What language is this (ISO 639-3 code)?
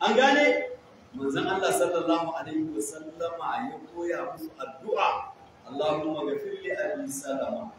hau